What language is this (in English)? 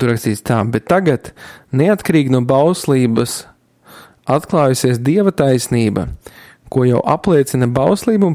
Latvian